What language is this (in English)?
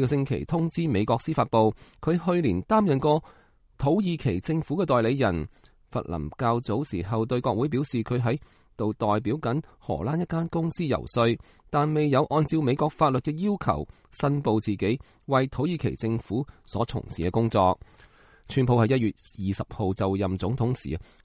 Cantonese